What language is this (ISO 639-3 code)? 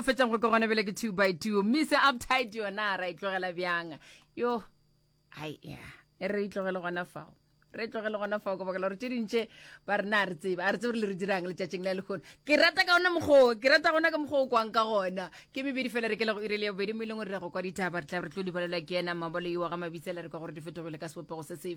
nso